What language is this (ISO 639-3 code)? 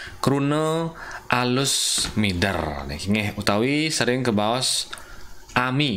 ban